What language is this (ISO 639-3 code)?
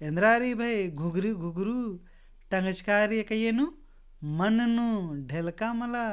kru